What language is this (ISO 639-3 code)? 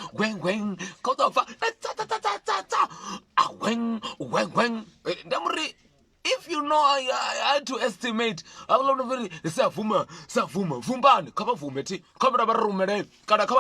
ven